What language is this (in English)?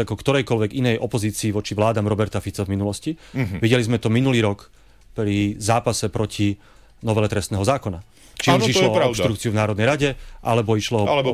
Slovak